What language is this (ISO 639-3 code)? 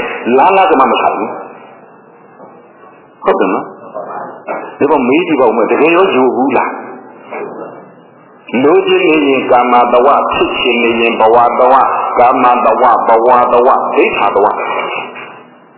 mya